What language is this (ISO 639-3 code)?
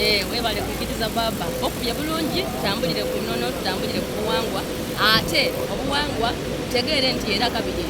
xog